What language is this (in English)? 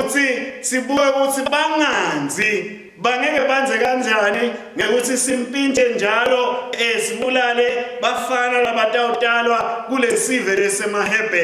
Swati